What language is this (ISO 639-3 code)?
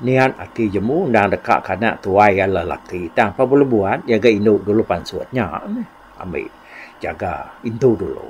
iba